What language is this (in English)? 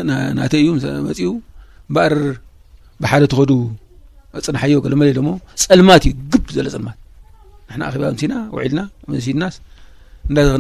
Tigrinya